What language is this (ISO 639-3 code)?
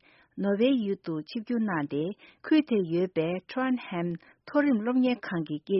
bod